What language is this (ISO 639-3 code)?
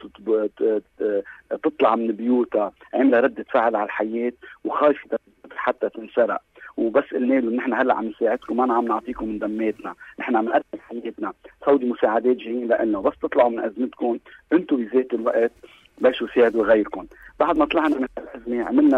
apc